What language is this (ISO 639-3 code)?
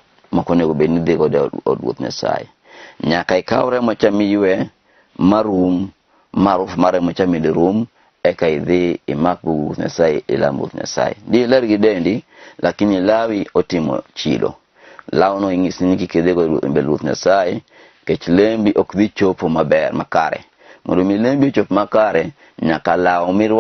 luo